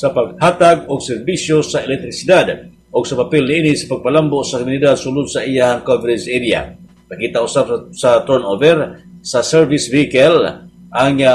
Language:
Cebuano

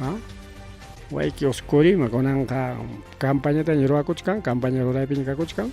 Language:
Ayacucho Quechua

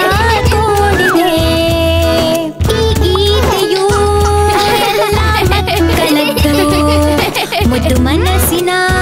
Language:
Kannada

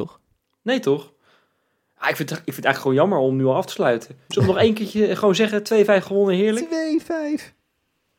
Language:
Dutch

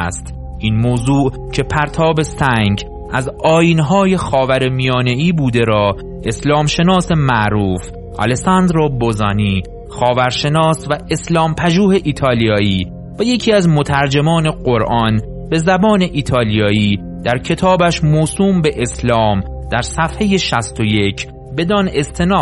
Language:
Persian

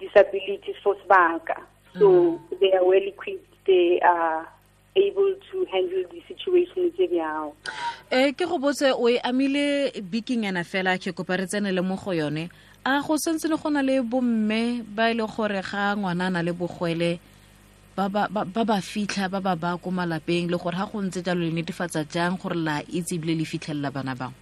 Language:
Tswana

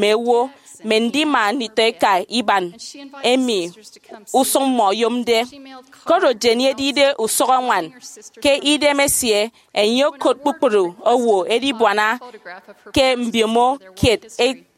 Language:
Efik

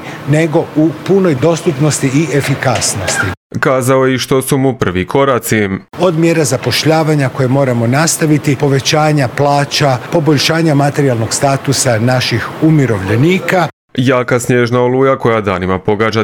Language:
Croatian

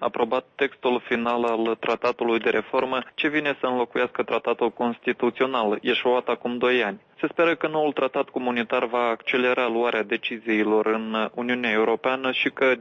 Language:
Romanian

